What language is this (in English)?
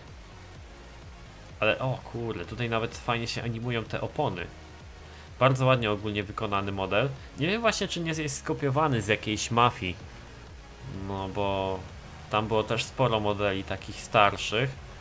Polish